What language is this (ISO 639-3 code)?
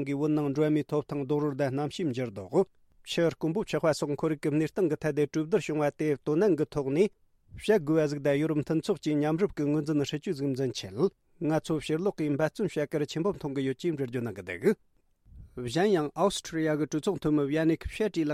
bod